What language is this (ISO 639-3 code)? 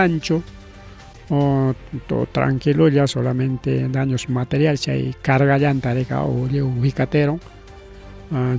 quy